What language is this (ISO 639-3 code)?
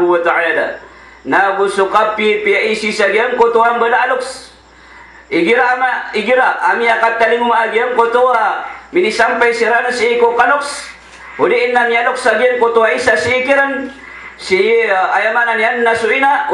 mrw